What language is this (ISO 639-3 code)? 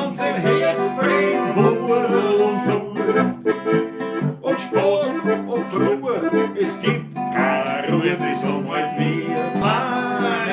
bar